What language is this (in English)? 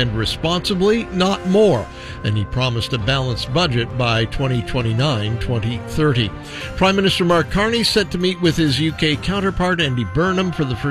English